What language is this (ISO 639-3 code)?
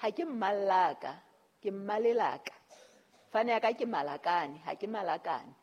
sot